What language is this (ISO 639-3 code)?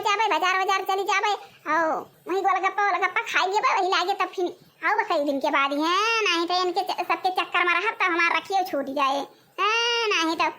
awa